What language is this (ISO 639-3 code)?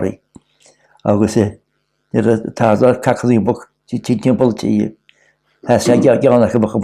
gle